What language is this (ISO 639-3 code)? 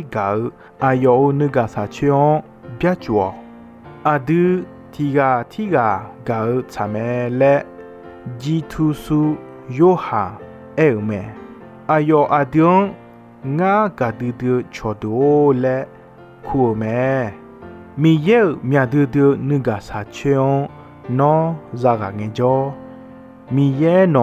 ahk